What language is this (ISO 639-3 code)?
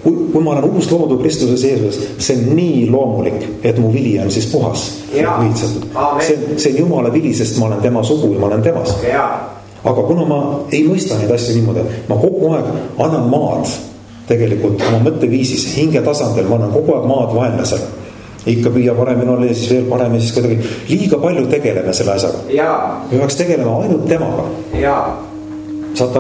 est